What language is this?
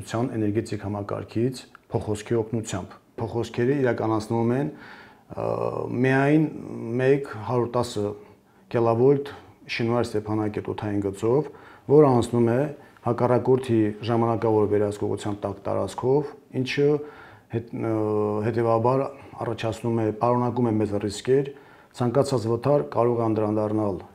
Armenian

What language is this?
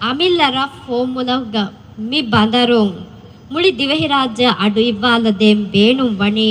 Divehi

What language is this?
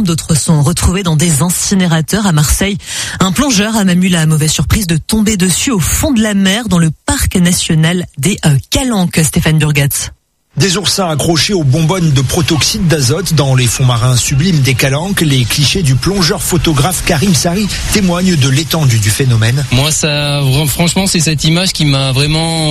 French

